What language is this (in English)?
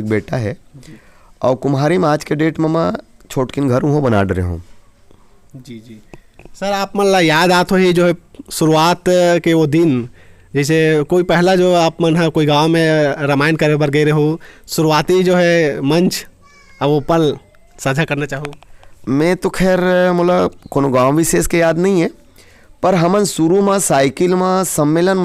Chhattisgarhi